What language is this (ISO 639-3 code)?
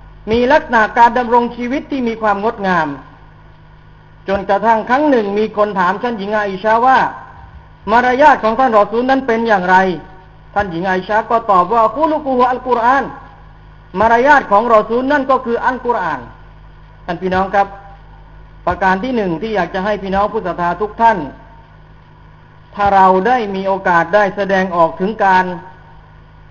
tha